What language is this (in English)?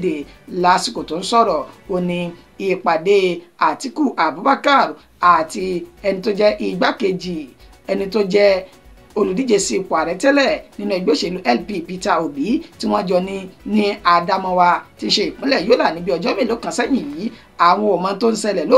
Yoruba